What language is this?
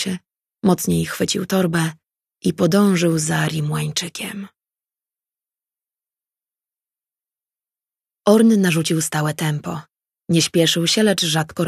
Polish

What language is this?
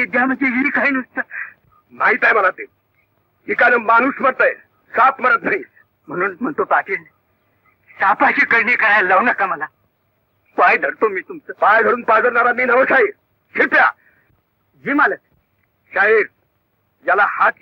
Marathi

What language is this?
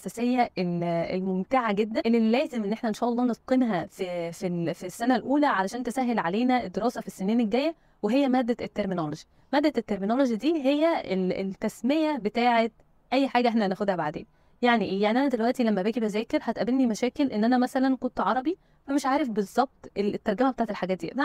Egyptian Arabic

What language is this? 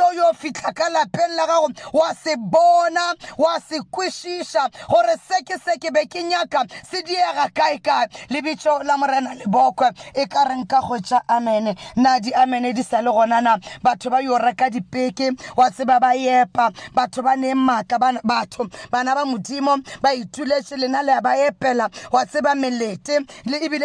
Northern Sotho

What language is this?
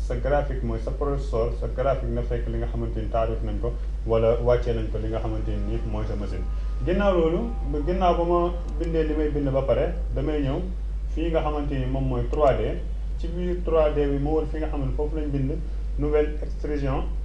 Wolof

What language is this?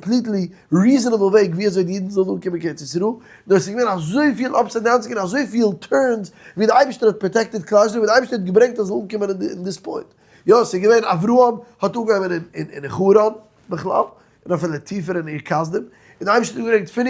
Yiddish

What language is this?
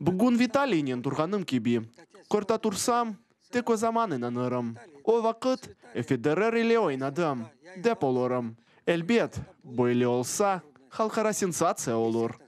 Crimean Tatar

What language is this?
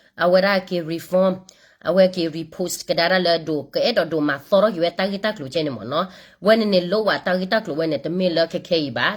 S'gaw Karen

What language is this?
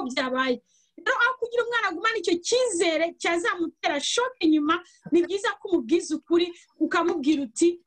Kinyarwanda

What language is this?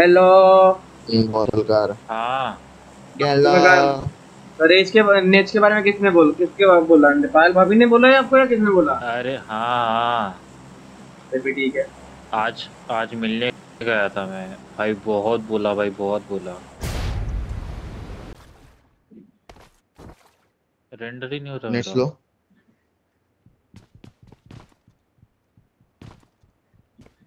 Hindi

